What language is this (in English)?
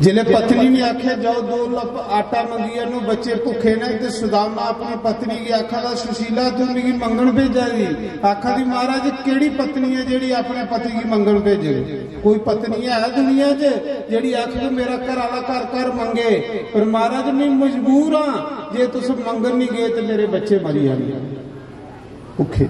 Dogri